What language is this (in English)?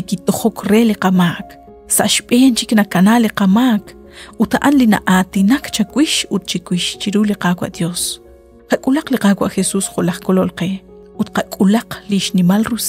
Kekchí